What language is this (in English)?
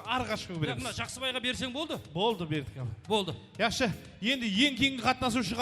Kara-Kalpak